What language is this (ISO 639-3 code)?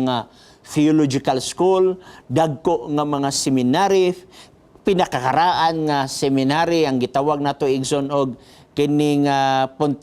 ceb